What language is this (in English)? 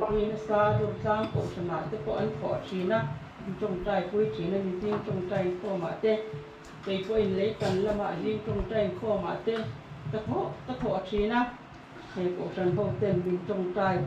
Mizo